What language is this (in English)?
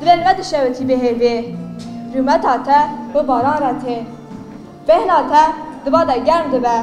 Kurdish